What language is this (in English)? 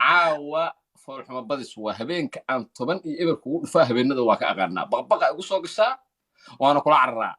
Somali